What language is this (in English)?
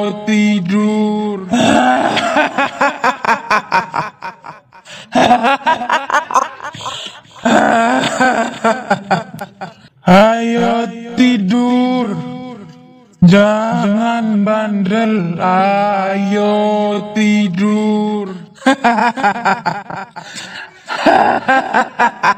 Indonesian